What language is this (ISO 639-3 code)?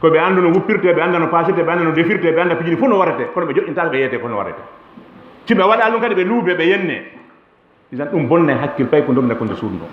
ful